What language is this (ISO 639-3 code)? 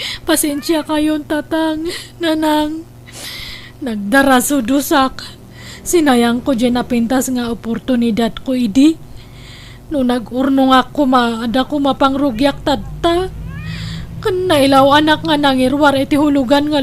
ilo